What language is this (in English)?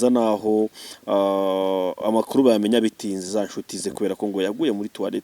Kinyarwanda